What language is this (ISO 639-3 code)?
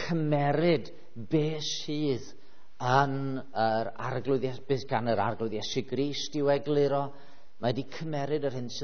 cym